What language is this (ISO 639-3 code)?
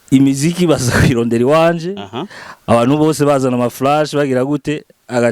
run